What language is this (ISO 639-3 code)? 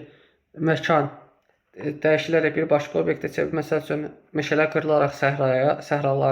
aze